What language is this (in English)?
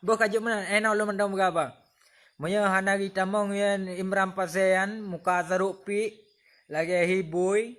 Achinese